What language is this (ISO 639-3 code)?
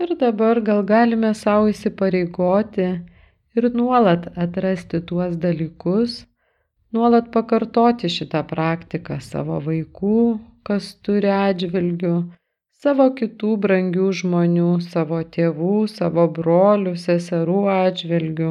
lit